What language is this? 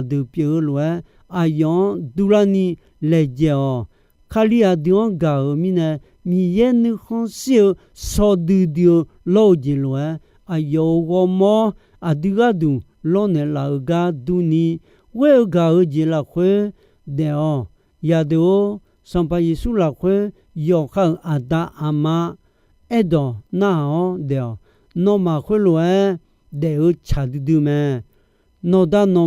Akha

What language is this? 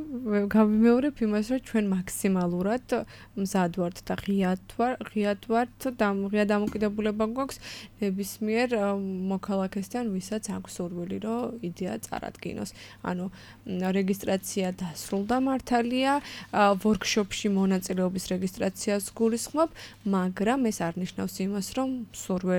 Georgian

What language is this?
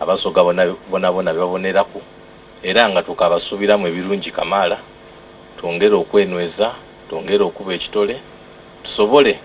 Soga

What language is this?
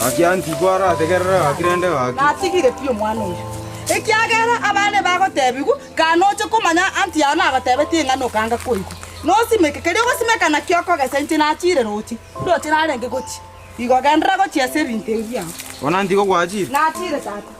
Gusii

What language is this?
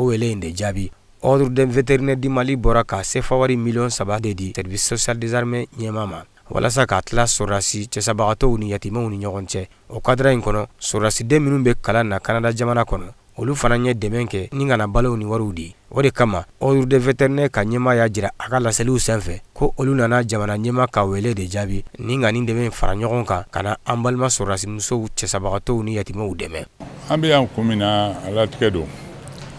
Bambara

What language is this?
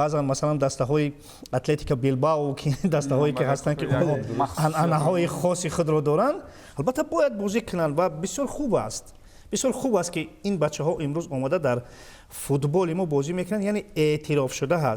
Tajik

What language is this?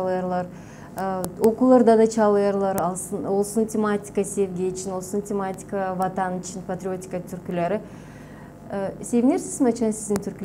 Gagauz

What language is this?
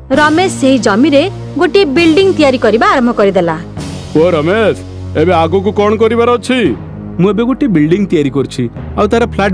Odia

